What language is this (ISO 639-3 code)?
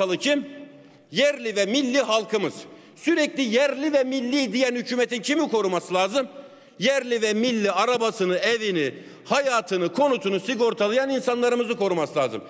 tur